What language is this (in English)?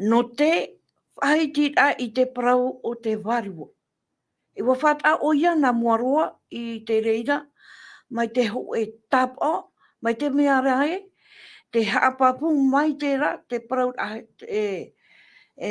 Tahitian